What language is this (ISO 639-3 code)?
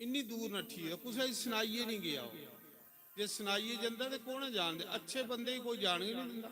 doi